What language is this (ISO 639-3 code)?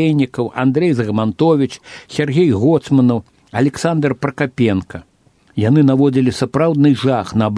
bel